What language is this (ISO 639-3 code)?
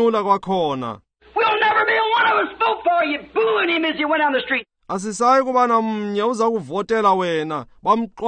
xho